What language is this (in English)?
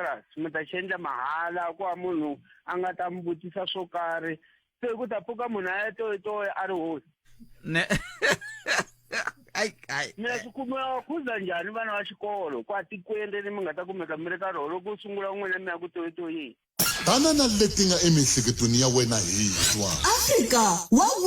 Tsonga